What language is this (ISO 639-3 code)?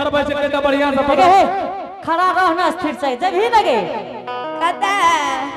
anp